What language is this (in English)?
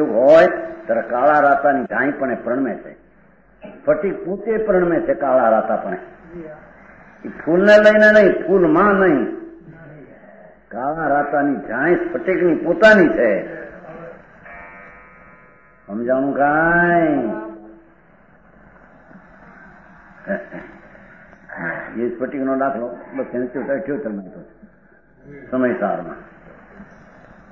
Gujarati